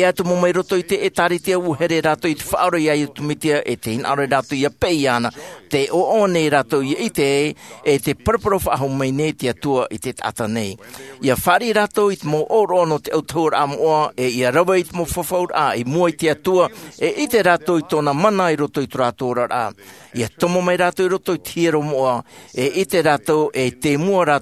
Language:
Tahitian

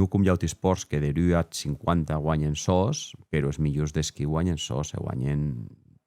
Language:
Occitan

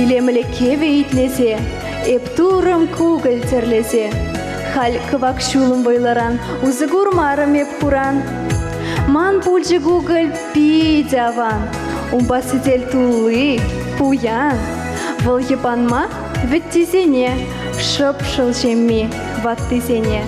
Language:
Chuvash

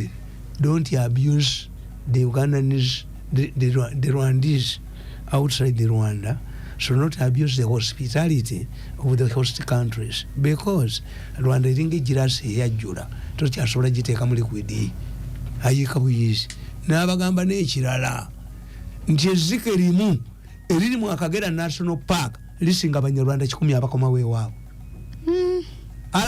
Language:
Ganda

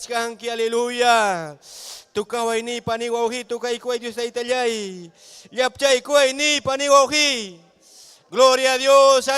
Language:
Ayacucho Quechua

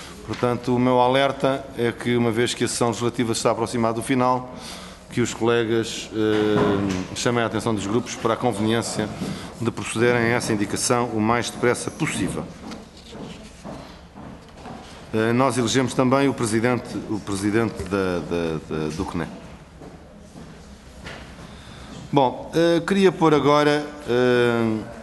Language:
Portuguese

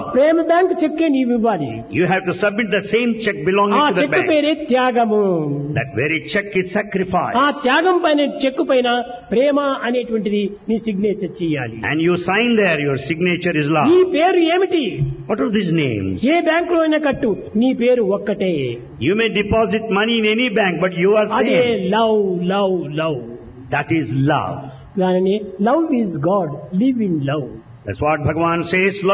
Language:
Telugu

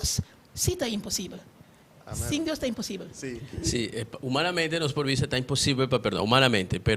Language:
Papiamento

